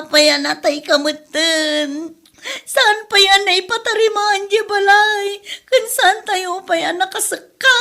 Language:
Iloko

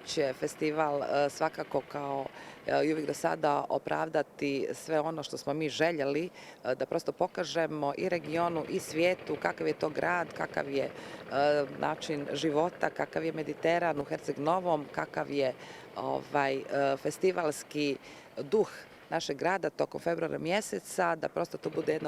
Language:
Bosnian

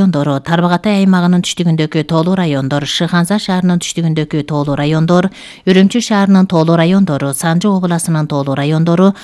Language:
Kyrgyz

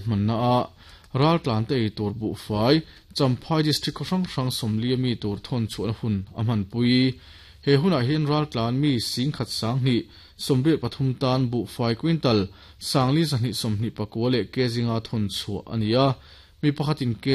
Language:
Mizo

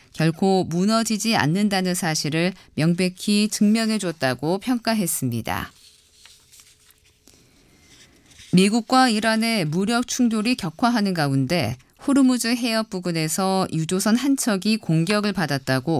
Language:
Korean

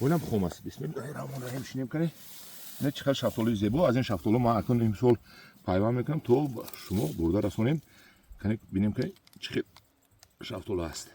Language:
Tajik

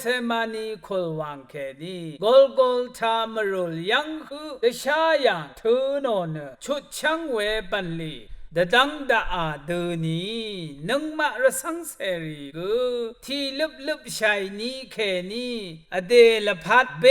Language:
Rawang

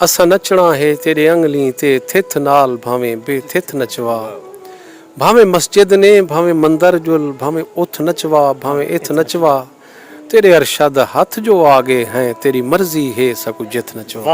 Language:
Saraiki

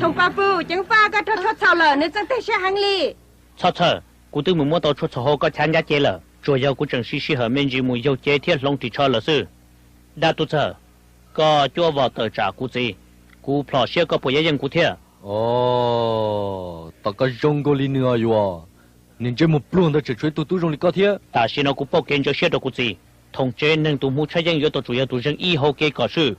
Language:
Hmong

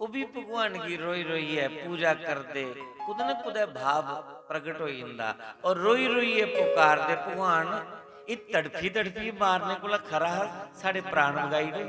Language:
Dogri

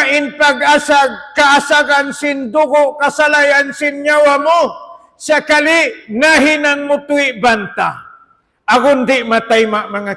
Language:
Tausug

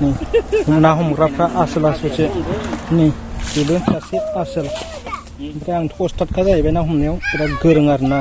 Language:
Bodo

